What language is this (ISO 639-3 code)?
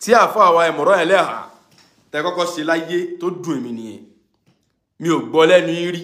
yor